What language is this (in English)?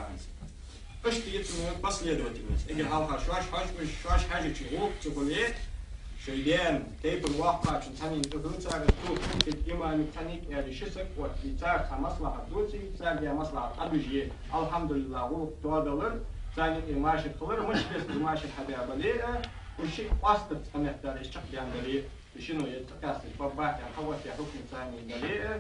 Ingush